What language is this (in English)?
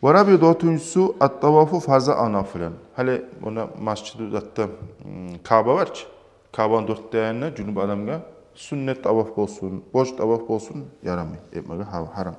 Kumyk